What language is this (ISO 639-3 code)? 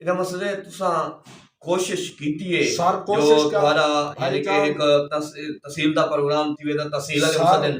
skr